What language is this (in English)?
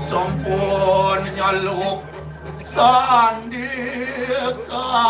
Balinese